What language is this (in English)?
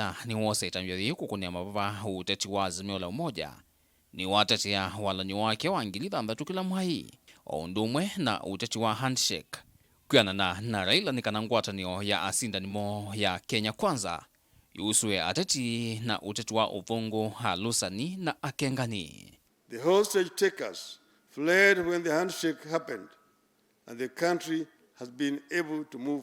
Kamba